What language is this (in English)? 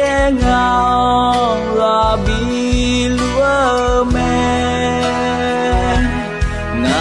Akha